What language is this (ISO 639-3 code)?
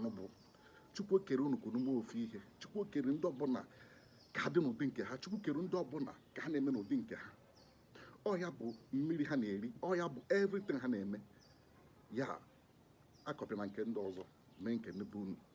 ibo